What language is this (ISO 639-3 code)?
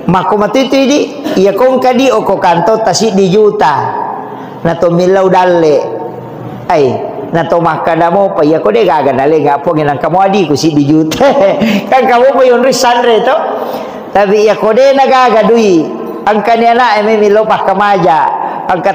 bug